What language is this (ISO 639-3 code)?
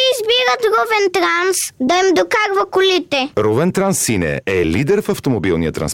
bul